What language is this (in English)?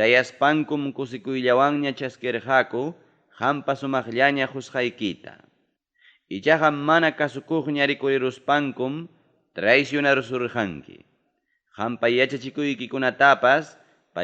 Ayacucho Quechua